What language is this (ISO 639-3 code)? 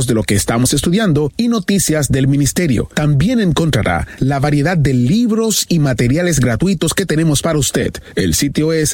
spa